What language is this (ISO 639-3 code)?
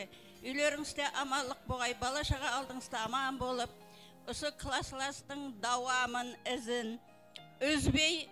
kaa